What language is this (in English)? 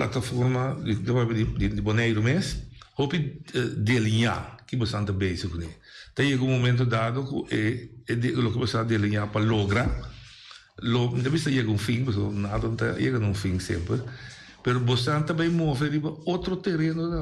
Papiamento